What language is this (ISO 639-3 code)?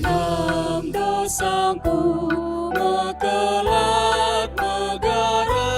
btx